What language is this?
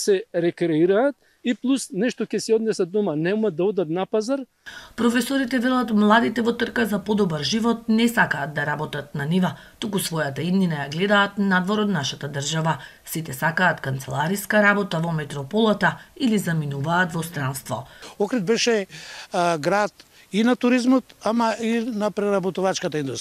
Macedonian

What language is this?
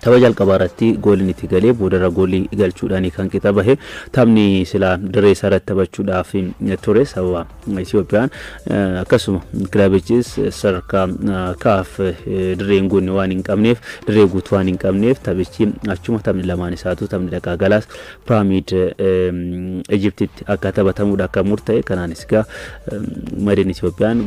Oromo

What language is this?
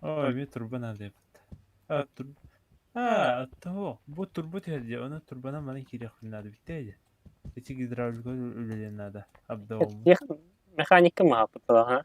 Yakut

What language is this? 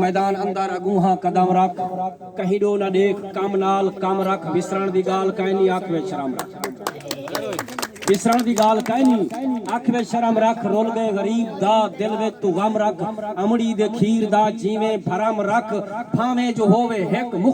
Saraiki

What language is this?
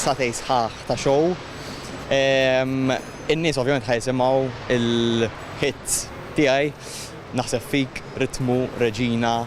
Maltese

